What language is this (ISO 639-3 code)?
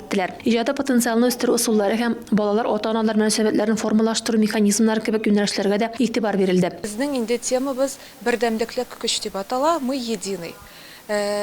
tat